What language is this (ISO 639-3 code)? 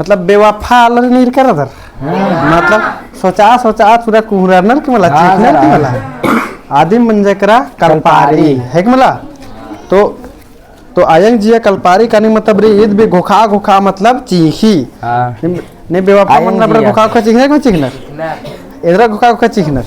kru